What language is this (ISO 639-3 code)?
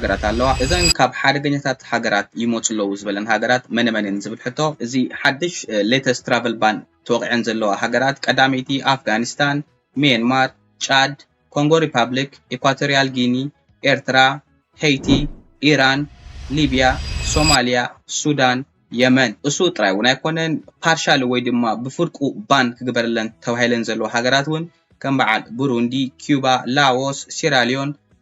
tir